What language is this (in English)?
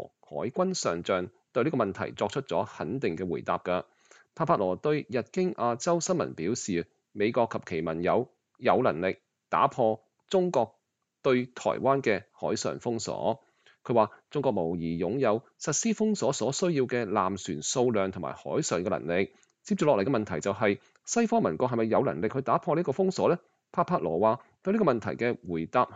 Cantonese